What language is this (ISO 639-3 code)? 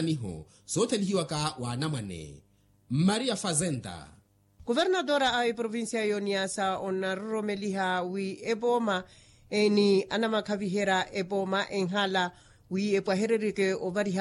vmw